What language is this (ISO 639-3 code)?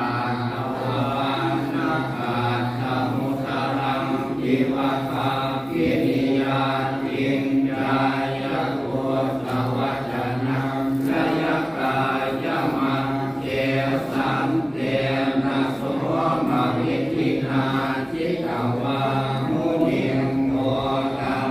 pli